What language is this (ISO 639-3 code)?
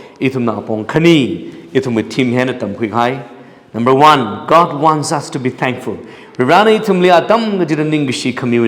nmf